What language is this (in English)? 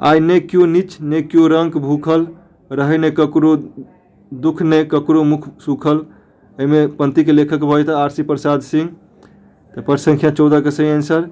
Maithili